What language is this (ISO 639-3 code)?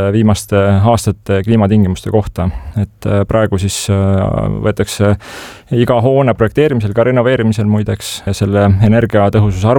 est